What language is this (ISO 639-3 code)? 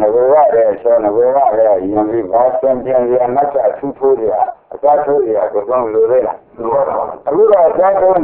mya